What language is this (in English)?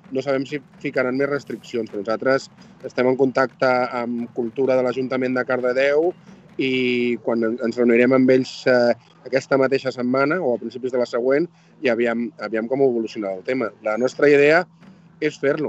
Catalan